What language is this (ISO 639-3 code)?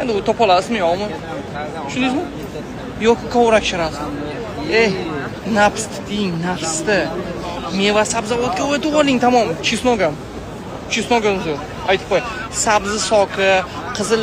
uzb